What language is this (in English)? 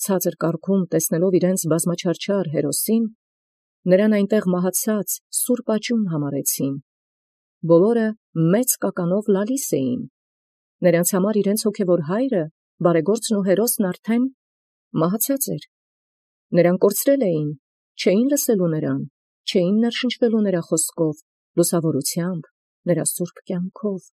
Armenian